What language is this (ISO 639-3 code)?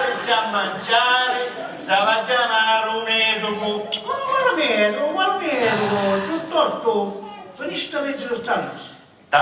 scn